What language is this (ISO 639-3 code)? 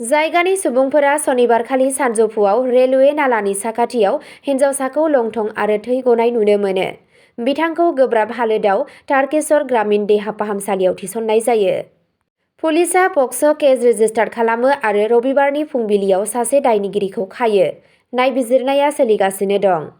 brx